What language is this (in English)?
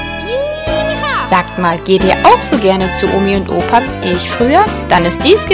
German